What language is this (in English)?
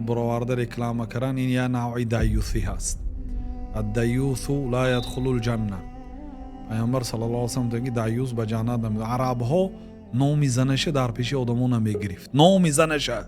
Tajik